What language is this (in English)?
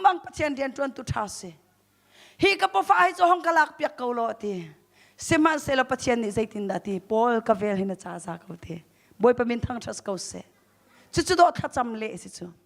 Hakha Chin